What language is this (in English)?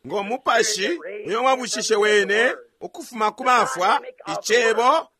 Bemba